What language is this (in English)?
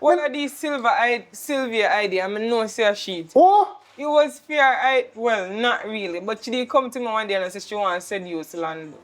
Jamaican Creole English